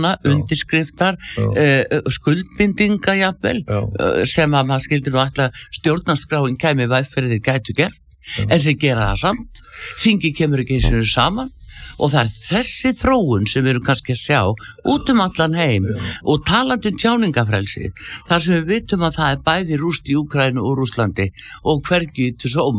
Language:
Icelandic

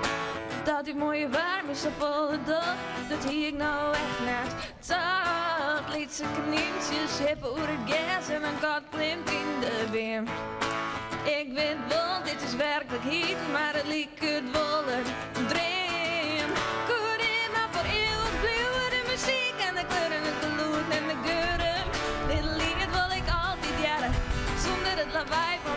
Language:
Western Frisian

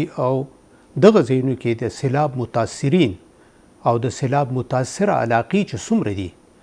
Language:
Pashto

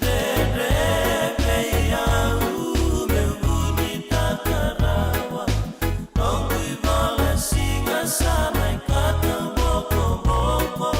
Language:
Fijian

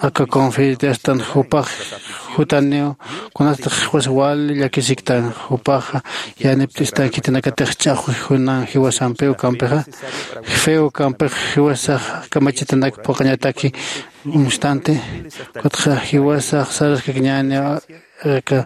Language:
Aymara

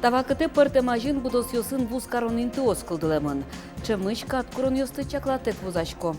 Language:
Udmurt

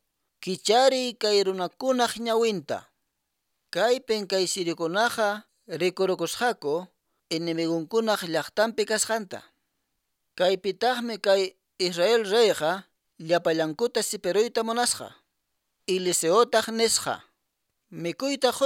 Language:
Quechua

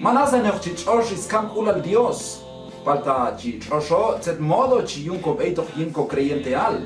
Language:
Q'anjob'al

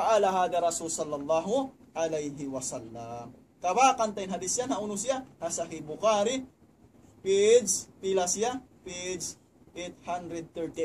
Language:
Tausug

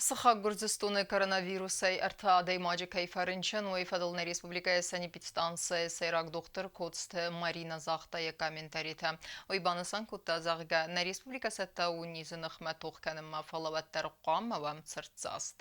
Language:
Ossetic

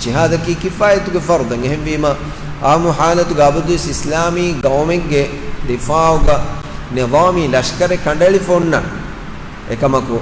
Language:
Divehi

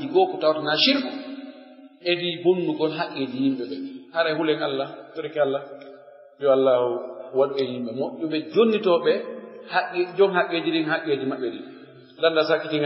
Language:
Pular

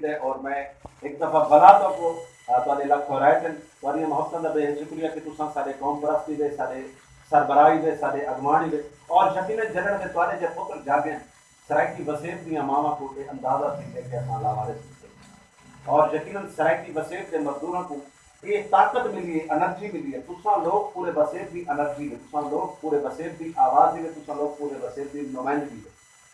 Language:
Saraiki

